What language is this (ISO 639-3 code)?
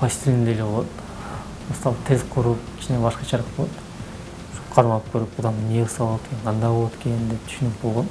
kir